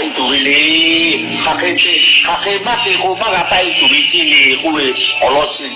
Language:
Lahu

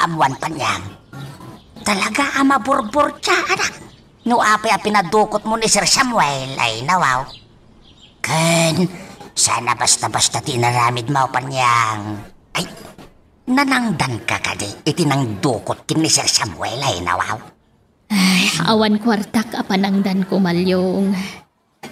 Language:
Iloko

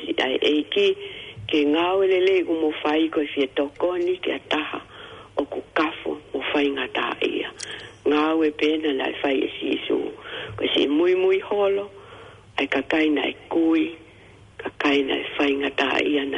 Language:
Tongan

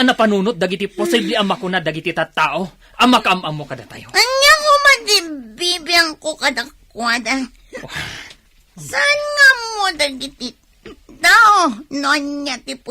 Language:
Iloko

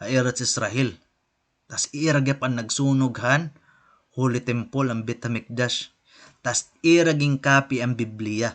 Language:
Waray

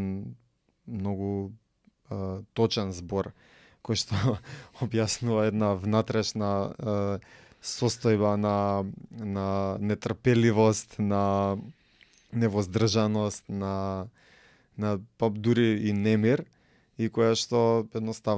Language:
Macedonian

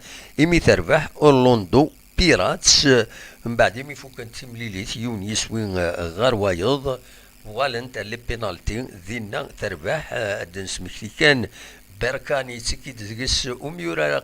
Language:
Kabyle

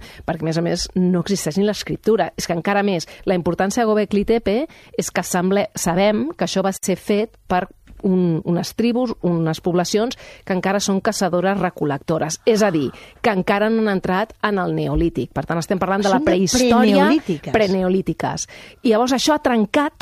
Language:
Catalan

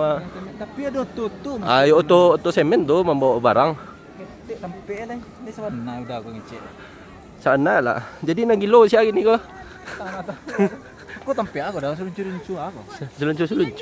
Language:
Minangkabau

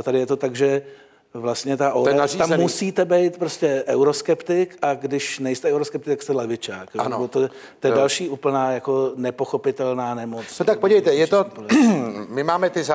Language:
Czech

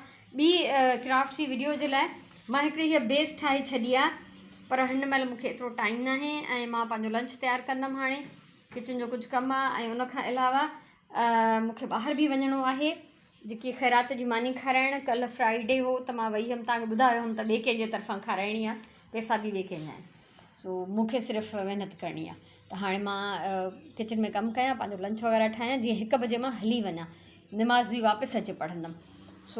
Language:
Sindhi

